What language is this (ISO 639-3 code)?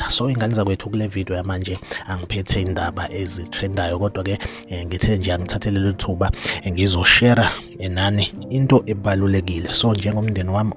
zul